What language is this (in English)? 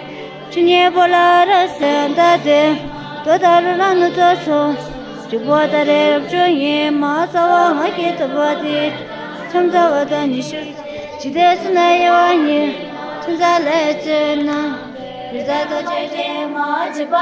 Tibetan